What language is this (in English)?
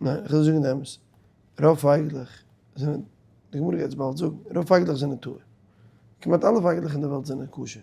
Yiddish